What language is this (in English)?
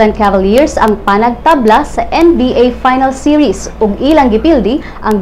Cebuano